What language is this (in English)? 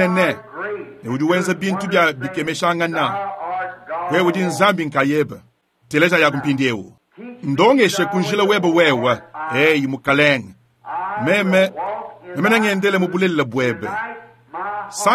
Luba-Lulua